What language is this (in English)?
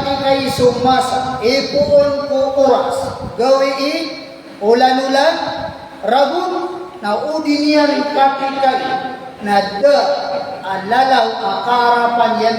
Maranao